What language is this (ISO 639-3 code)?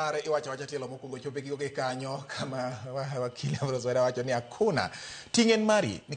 luo